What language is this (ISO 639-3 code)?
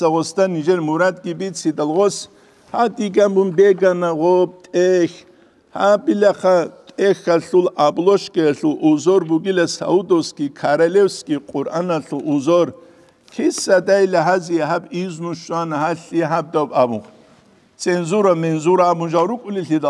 ava